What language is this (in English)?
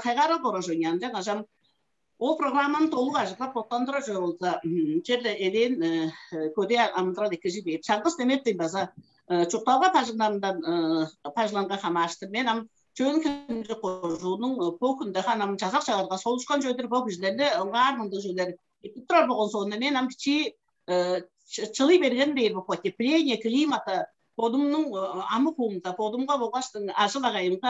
Tuvinian